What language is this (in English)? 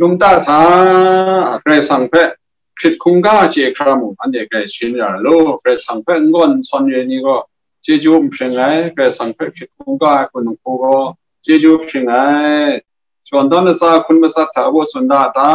Kachin